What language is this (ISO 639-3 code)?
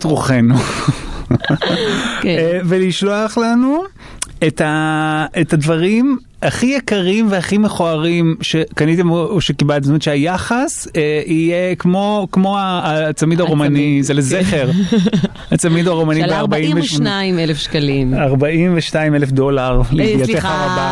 heb